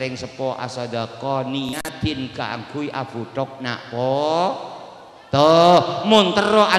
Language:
Madurese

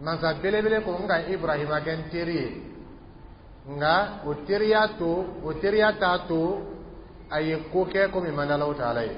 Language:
Dyula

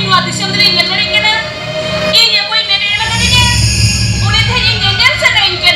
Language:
Santali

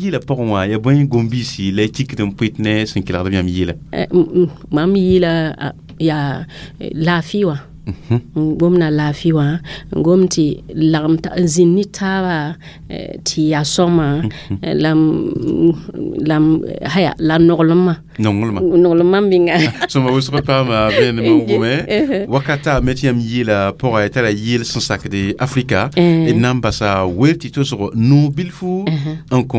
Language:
Mossi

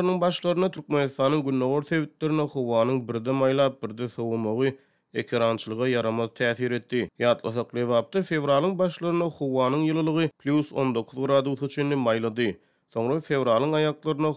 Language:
Turkmen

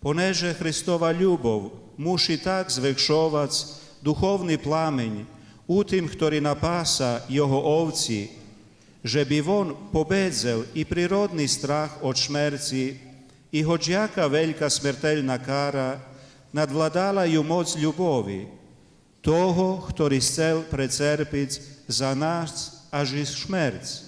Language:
Rusyn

